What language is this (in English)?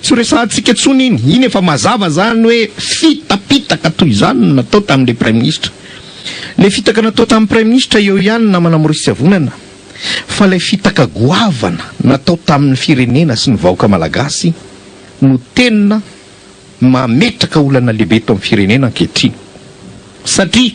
Malagasy